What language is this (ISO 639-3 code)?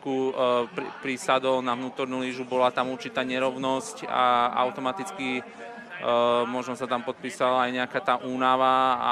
slk